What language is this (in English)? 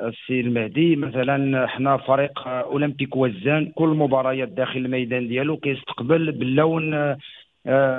Moroccan Arabic